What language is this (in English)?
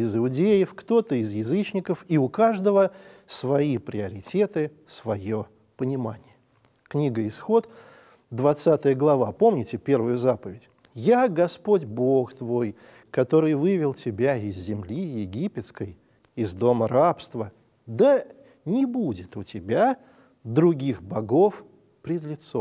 Russian